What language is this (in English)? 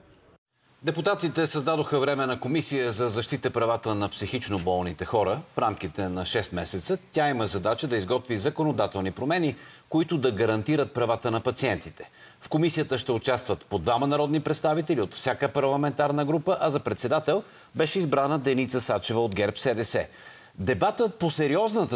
Bulgarian